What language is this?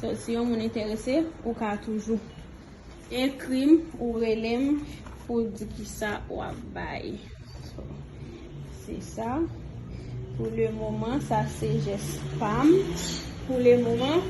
Haitian Creole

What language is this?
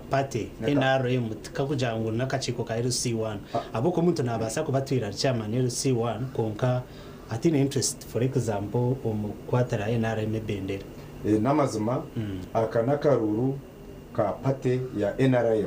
Nyankole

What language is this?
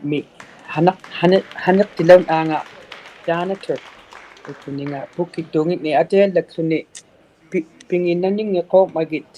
Inuktitut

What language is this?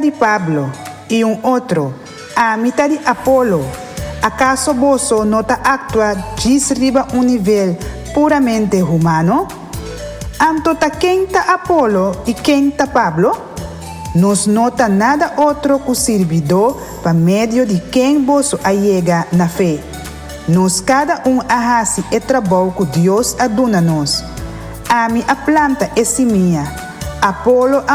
Papiamento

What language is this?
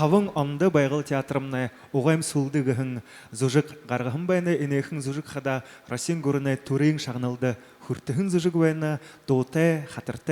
Buriat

